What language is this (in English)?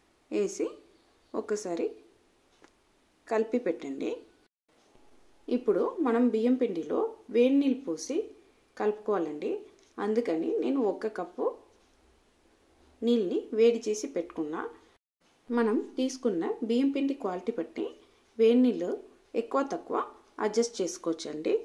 Telugu